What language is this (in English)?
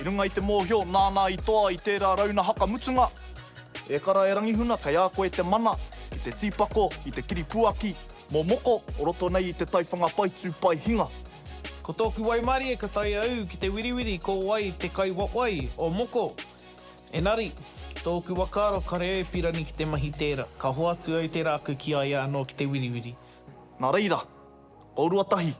Māori